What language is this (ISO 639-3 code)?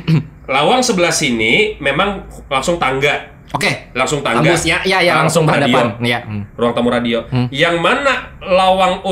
bjn